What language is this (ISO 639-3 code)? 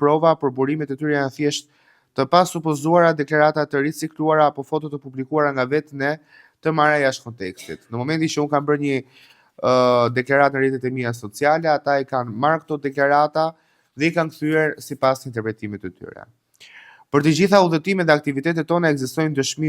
sqi